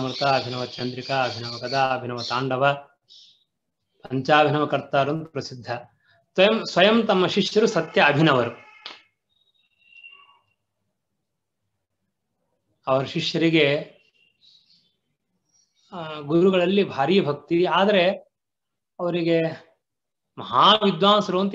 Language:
Kannada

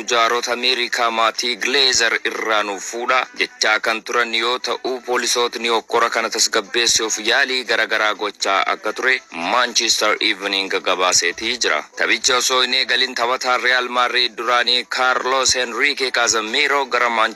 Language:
Oromo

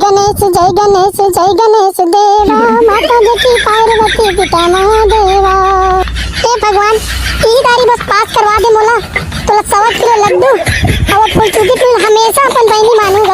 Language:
Chhattisgarhi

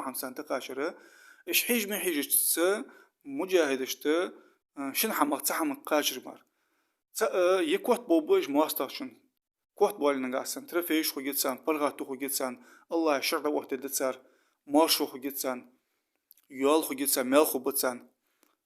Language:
Ingush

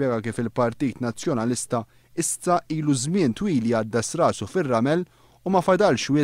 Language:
Maltese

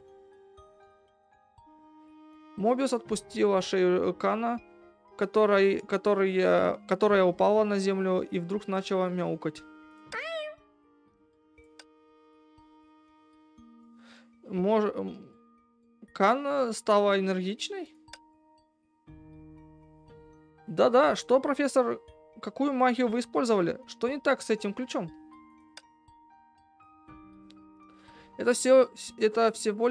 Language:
Russian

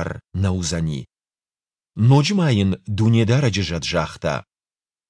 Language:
Ossetic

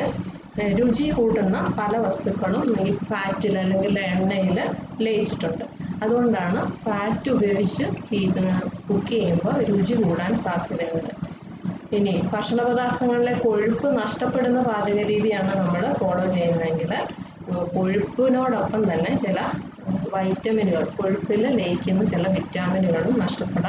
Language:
Malayalam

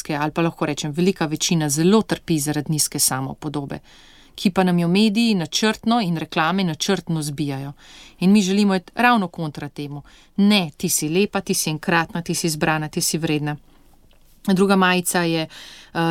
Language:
Slovenian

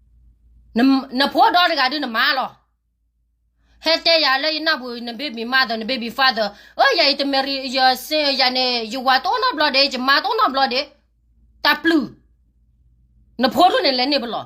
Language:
S'gaw Karen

